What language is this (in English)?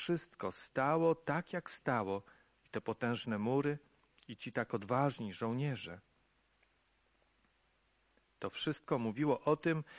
Polish